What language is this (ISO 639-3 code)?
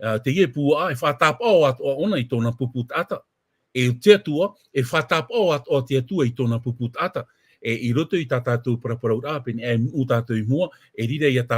tah